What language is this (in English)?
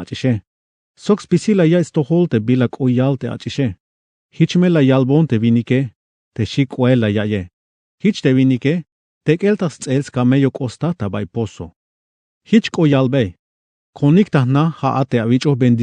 Tzeltal